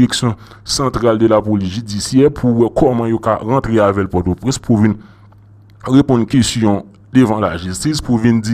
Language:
Haitian Creole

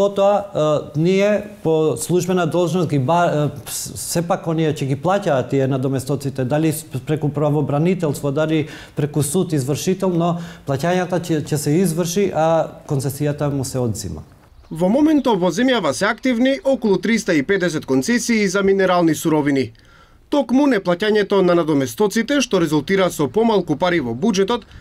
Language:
Macedonian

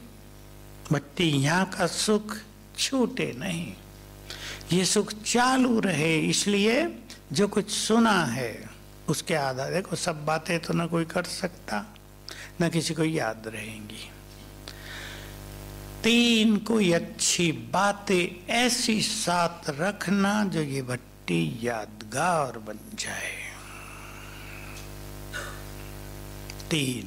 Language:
Hindi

